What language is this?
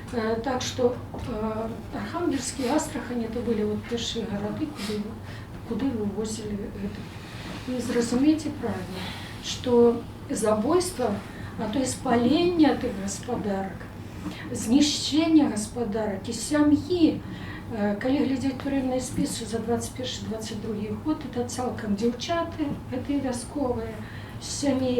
Belarusian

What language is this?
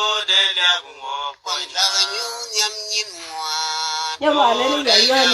Nuer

